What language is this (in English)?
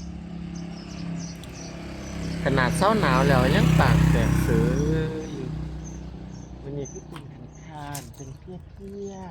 Lao